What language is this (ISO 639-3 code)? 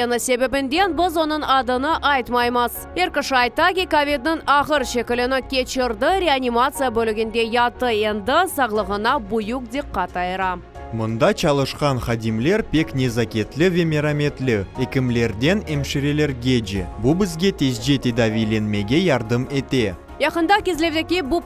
crh